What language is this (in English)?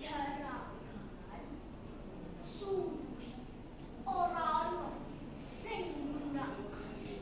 Javanese